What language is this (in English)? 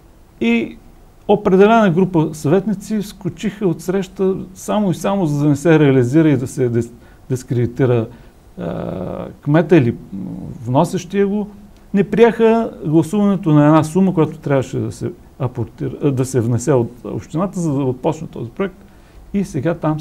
Bulgarian